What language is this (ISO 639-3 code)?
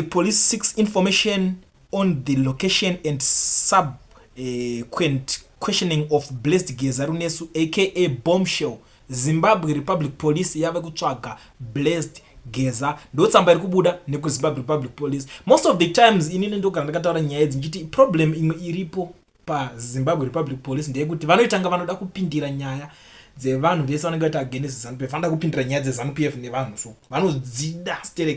sna